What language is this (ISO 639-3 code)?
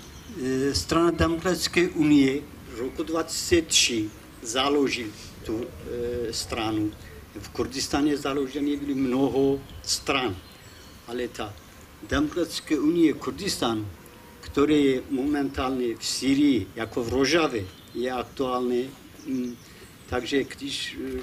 ces